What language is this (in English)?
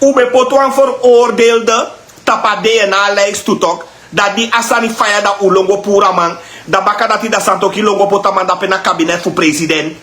Sranan Tongo